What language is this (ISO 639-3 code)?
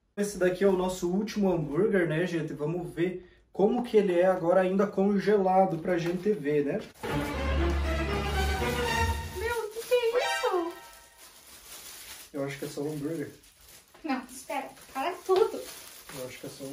por